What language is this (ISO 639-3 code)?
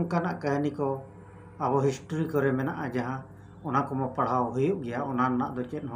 sat